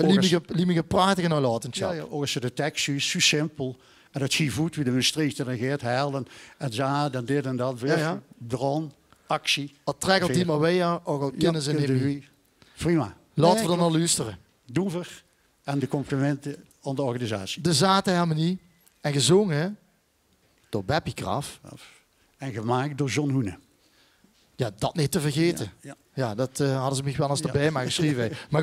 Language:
Limburgish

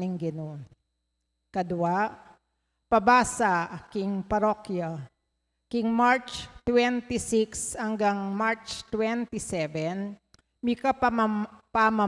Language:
Pampanga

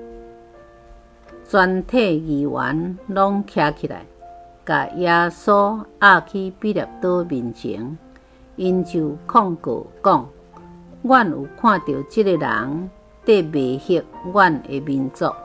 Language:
Min Nan Chinese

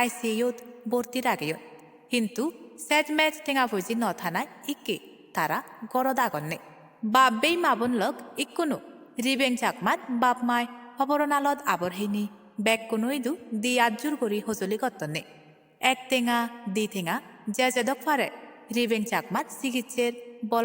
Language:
Chakma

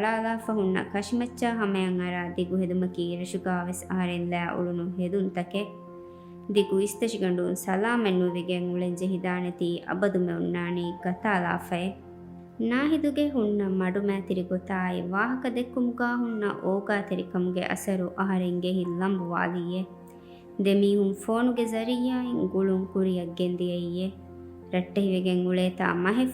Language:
Divehi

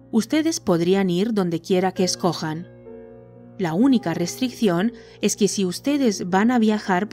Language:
Spanish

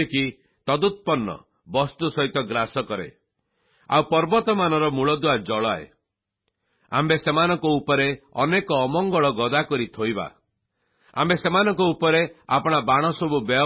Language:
Odia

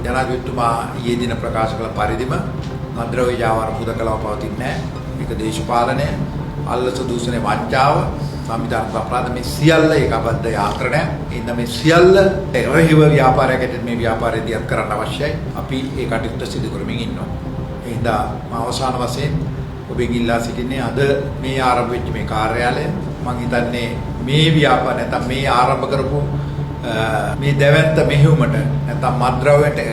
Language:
Sinhala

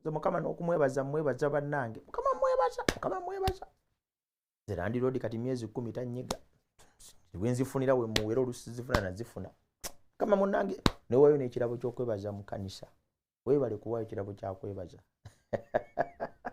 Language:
Ganda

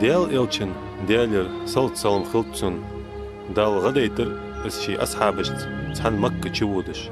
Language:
Ingush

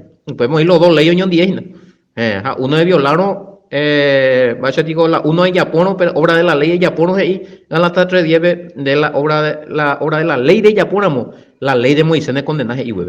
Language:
Guarani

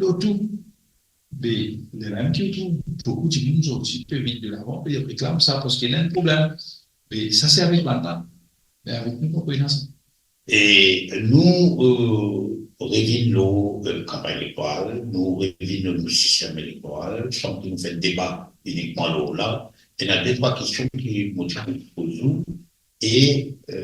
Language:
Morisyen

